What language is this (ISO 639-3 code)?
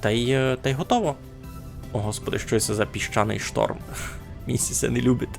rue